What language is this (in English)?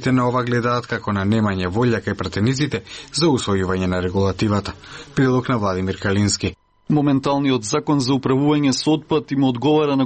Macedonian